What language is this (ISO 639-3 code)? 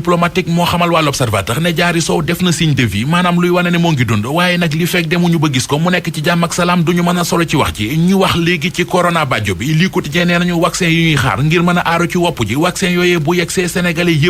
wol